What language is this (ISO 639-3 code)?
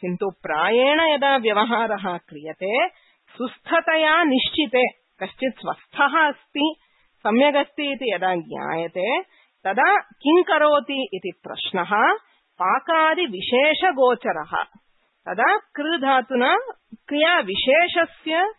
san